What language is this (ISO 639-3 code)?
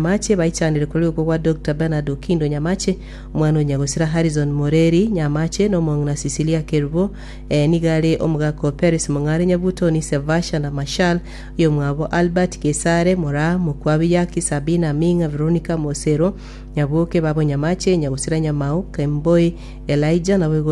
guz